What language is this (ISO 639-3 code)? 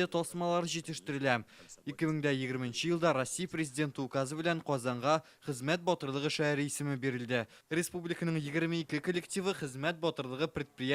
tat